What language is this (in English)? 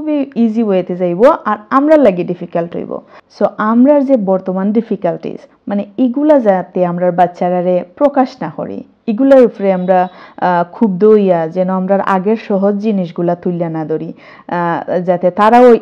Sylheti